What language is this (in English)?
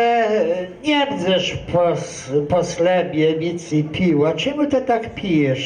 Kashubian